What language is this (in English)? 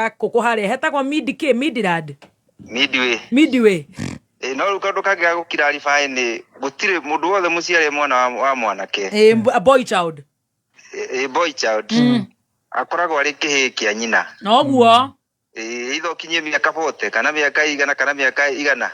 Kikuyu